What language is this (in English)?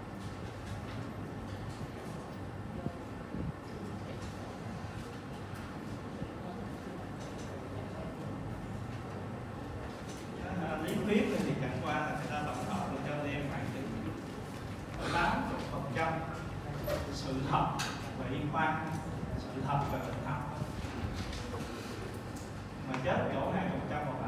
Vietnamese